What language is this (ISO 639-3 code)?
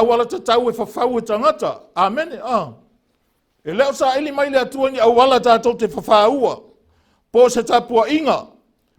smo